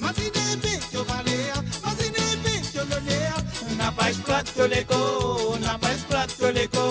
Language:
Morisyen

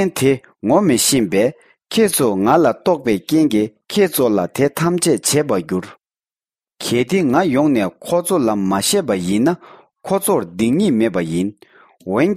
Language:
Tibetan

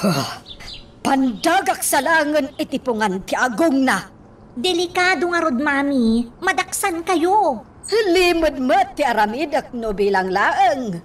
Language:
Iloko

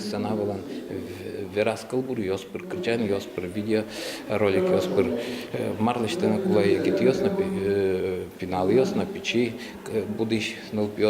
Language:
Udmurt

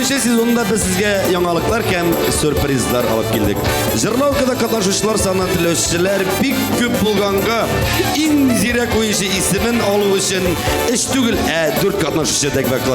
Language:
Tatar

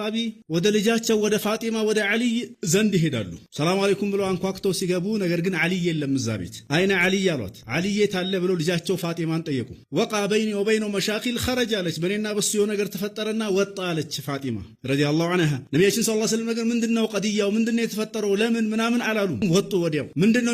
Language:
Amharic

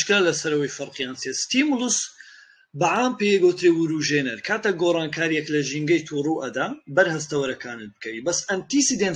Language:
Central Kurdish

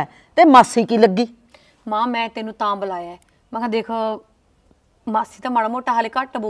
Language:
Punjabi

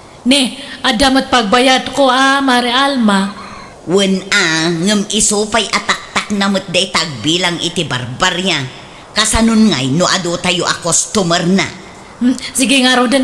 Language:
Iloko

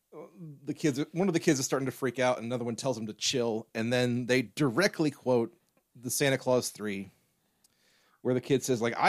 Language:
English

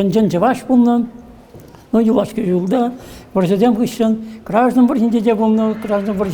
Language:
Chuvash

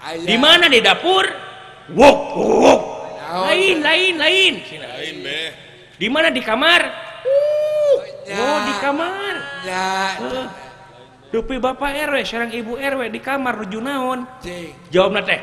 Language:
Sundanese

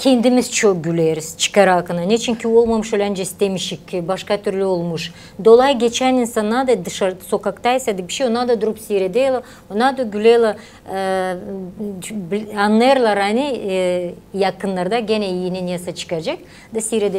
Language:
Gagauz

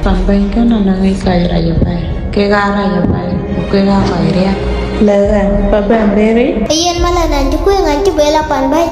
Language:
Dinka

